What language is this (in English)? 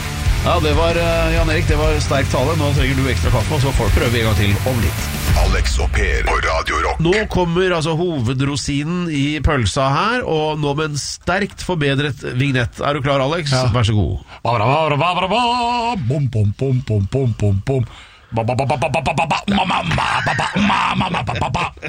Norwegian